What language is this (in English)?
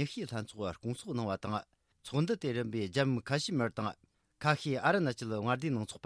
Tibetan